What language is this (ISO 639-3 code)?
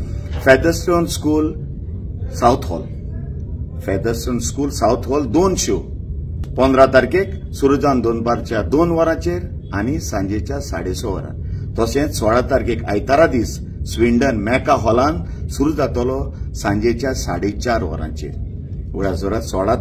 kok